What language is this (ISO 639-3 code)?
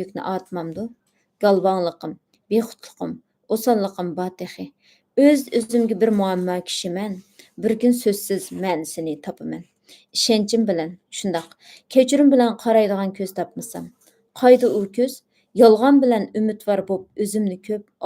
uig